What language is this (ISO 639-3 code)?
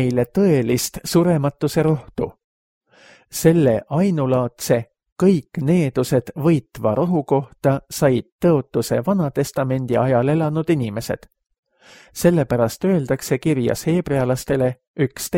est